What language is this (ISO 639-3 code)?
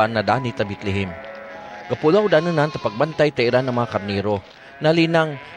cgc